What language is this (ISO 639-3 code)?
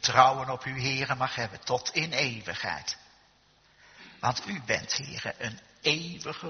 nld